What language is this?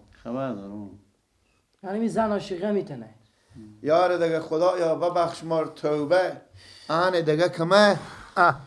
Persian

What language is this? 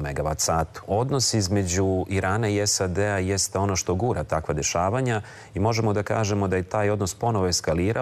Serbian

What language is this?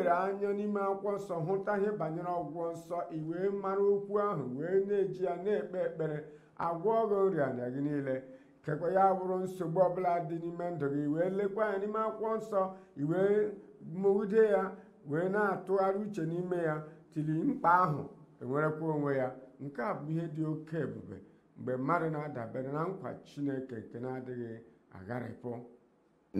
Igbo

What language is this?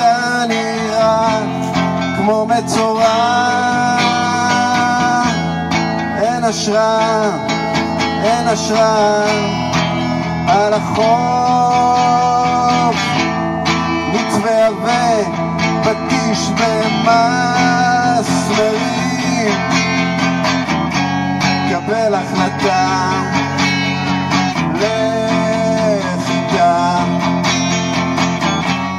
Hebrew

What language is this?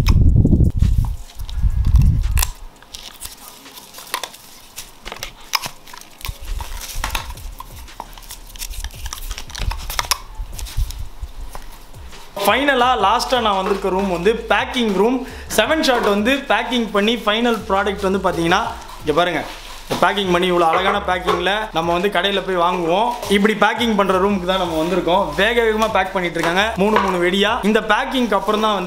Tamil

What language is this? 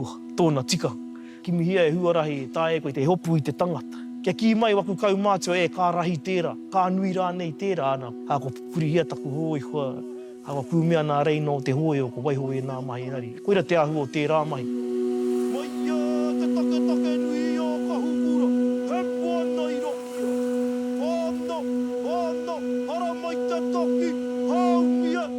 Māori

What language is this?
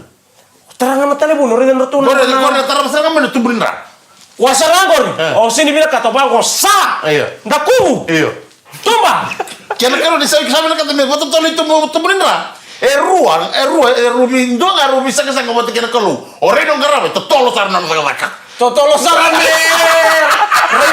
Fijian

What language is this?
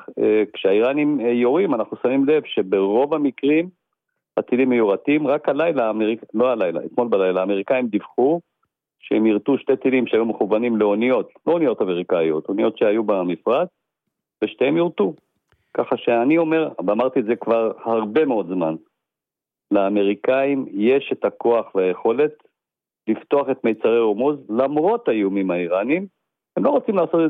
Hebrew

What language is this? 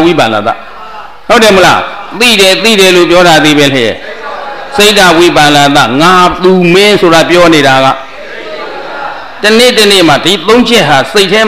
Burmese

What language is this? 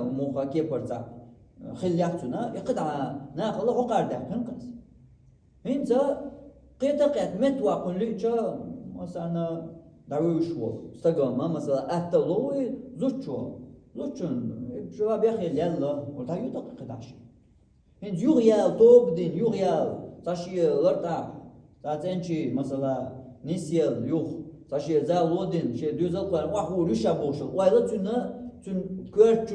Chechen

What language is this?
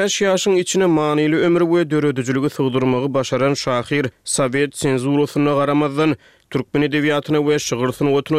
Turkmen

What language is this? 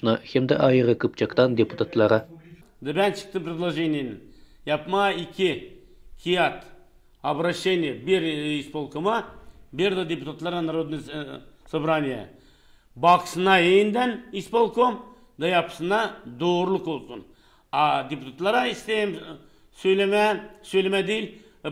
Gagauz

